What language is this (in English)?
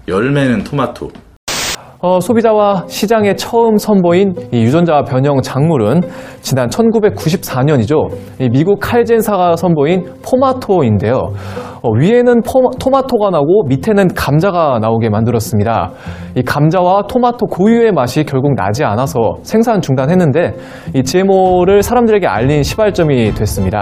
Korean